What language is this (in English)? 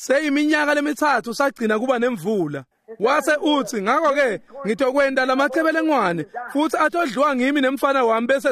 Swati